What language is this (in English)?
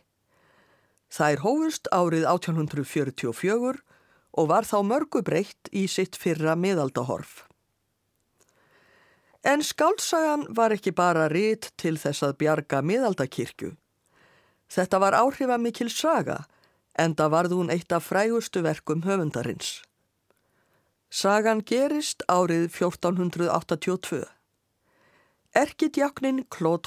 Icelandic